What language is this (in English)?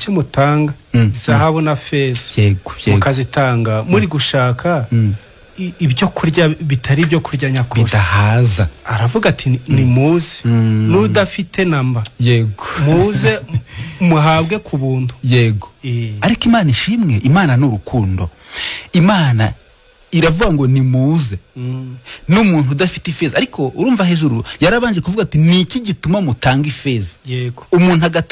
Kinyarwanda